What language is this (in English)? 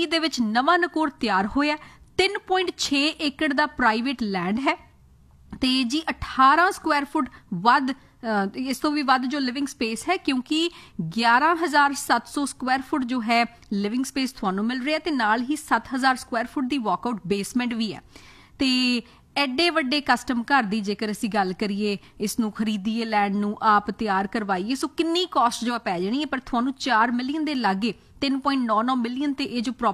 Punjabi